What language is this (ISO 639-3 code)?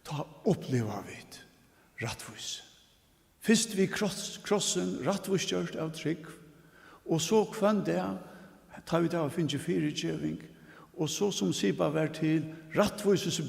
fao